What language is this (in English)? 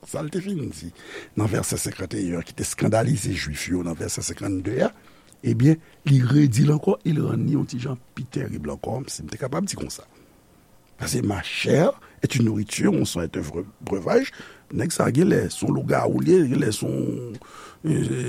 Haitian Creole